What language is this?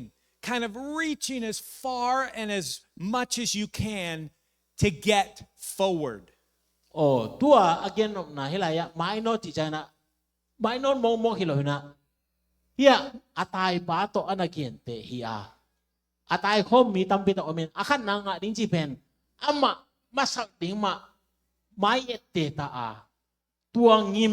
Tedim Chin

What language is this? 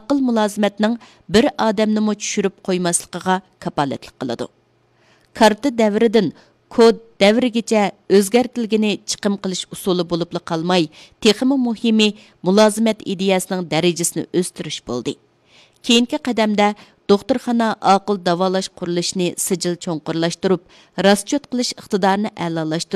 Uyghur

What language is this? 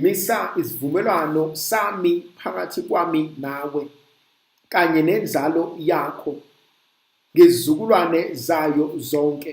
Zulu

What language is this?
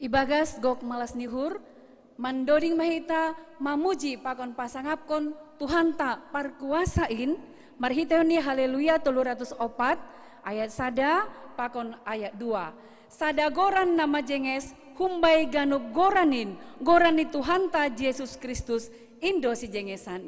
Batak Simalungun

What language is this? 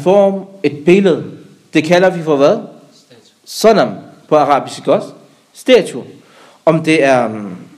Danish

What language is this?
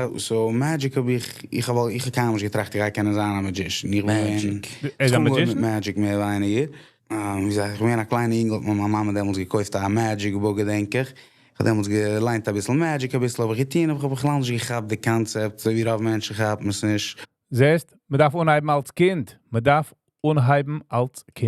Yiddish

